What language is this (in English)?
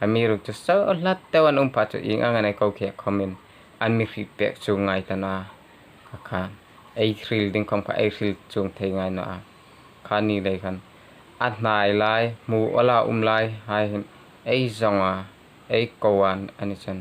Hmar